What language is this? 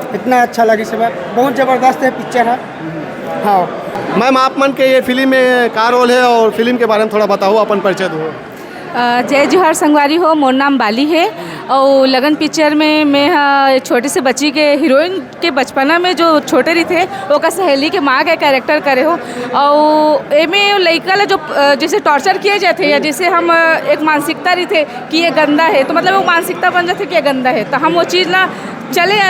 Chhattisgarhi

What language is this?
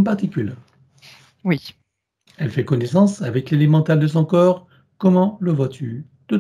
French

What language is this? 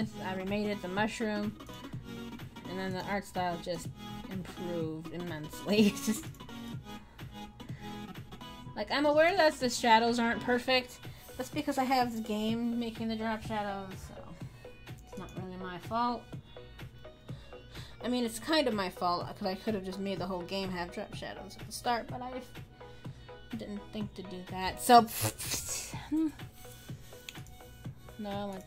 English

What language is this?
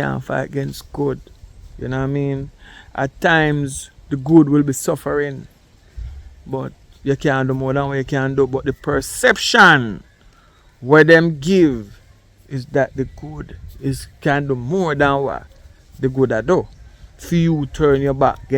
Jamaican Creole English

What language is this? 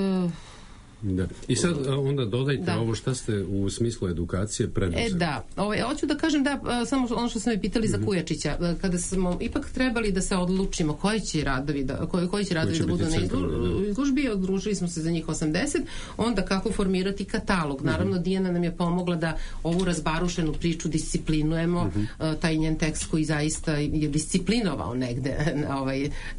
Serbian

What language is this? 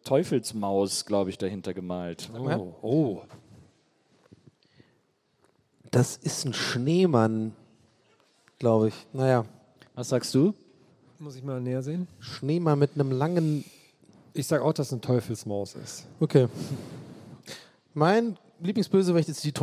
German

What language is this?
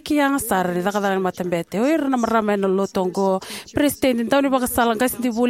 Fijian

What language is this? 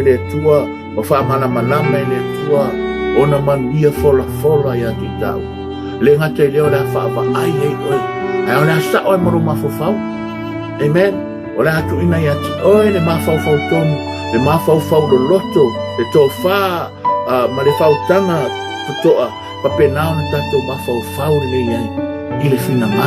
Samoan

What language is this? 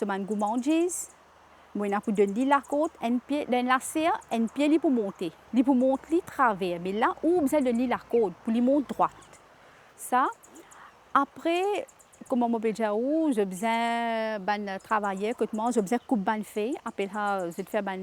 Morisyen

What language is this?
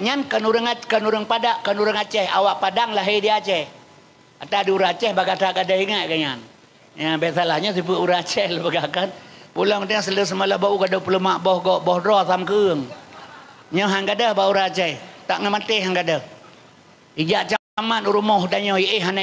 Achinese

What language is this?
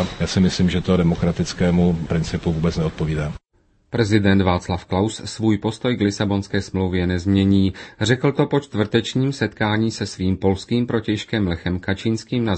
Czech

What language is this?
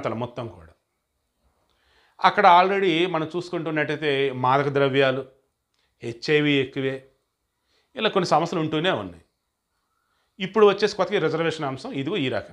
Telugu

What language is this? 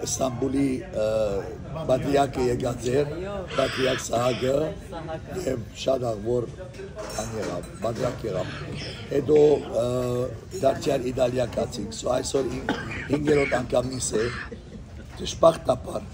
Western Armenian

